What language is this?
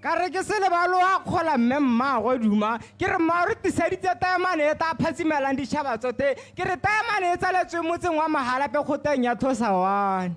Tswana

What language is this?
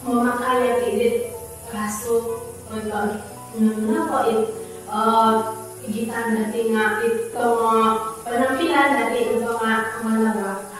Central Dusun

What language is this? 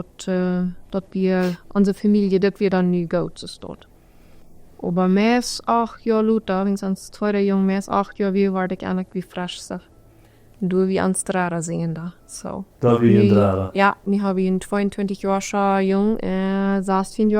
Plautdietsch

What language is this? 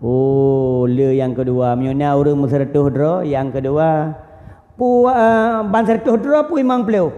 Achinese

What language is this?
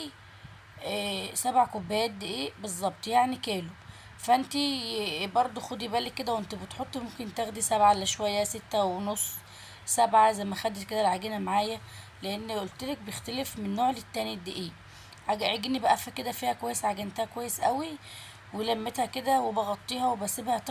Egyptian Arabic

